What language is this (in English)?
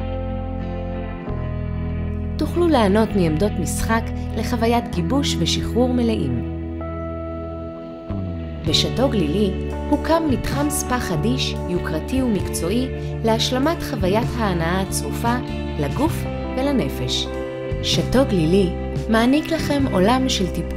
Hebrew